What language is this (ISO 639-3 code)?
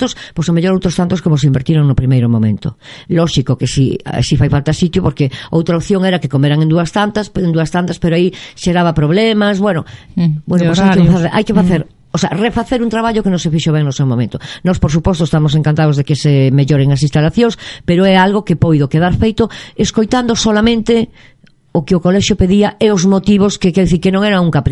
glg